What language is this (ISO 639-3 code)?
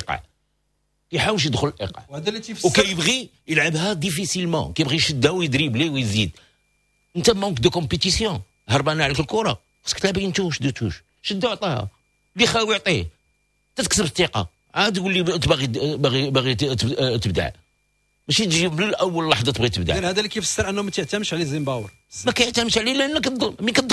ary